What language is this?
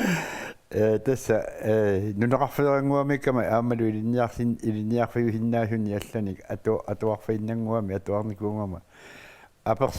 Kalaallisut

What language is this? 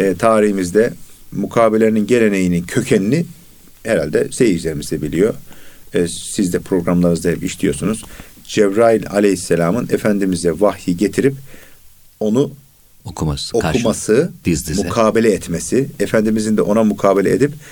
Turkish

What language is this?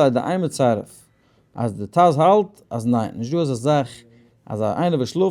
Yiddish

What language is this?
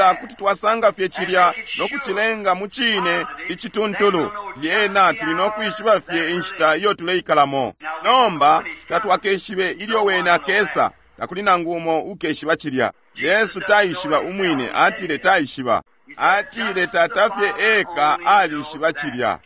Bemba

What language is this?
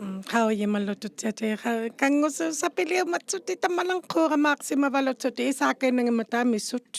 Inuktitut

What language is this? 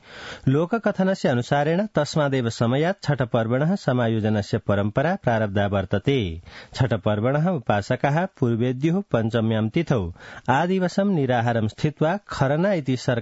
Sanskrit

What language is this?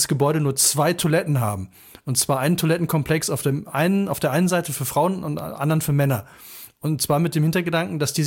German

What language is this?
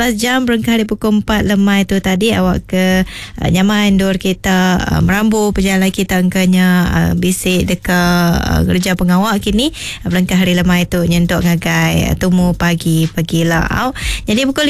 Iban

